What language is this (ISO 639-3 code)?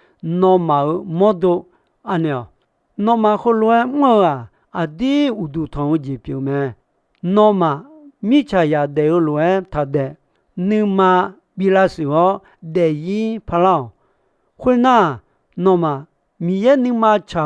ahk